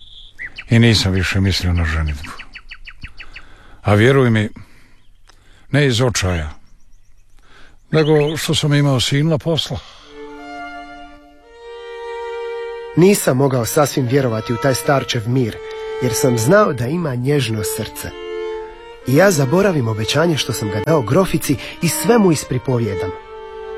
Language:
Croatian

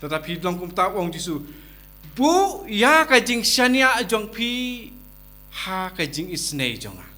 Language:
Khasi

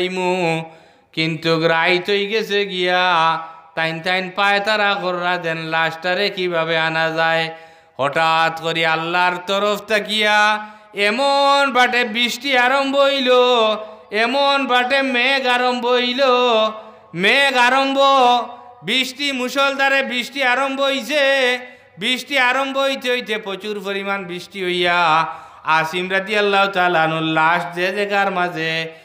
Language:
Sylheti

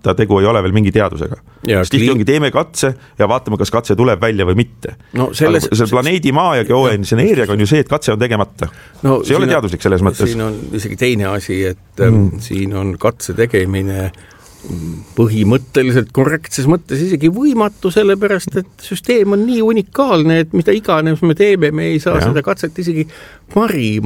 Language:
Estonian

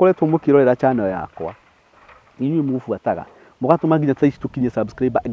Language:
Kikuyu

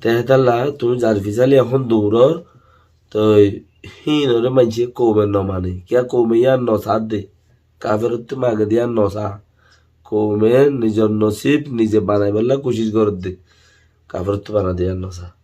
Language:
Rohingya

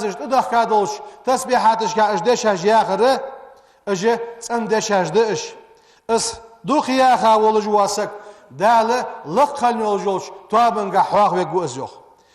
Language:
Ingush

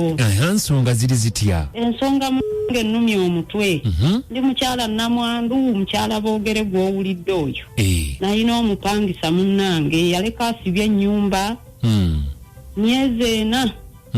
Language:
Ganda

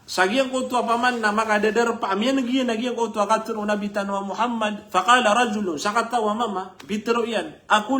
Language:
Maranao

